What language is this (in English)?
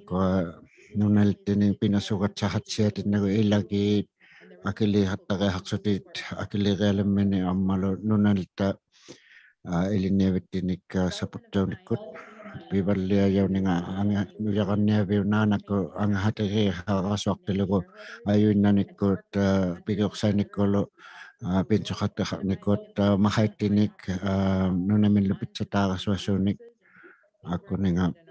Inuktitut